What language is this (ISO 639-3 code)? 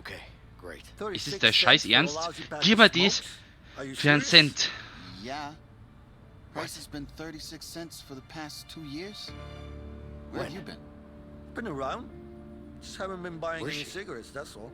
bar